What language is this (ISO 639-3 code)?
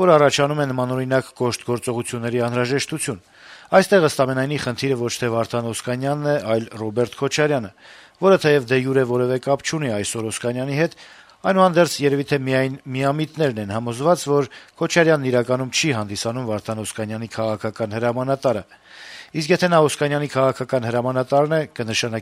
hye